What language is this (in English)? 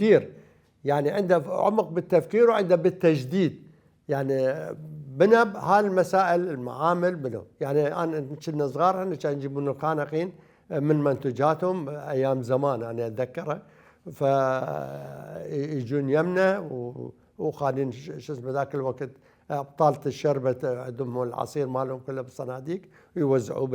Mesopotamian Arabic